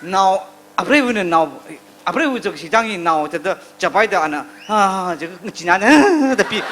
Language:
Tangkhul Naga (India)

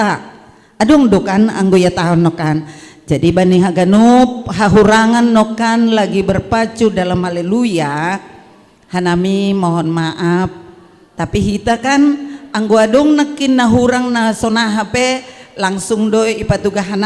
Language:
Batak Simalungun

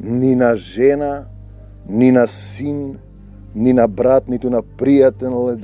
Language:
Macedonian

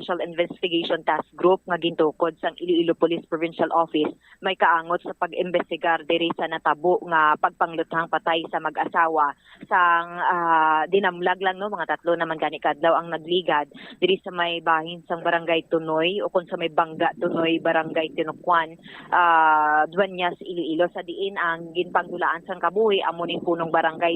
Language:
Hiligaynon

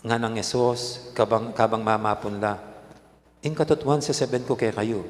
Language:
Pampanga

